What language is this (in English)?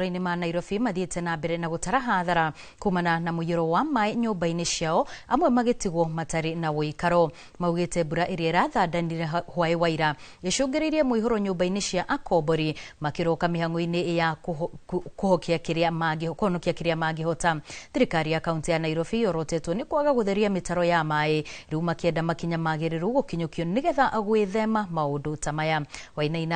Kikuyu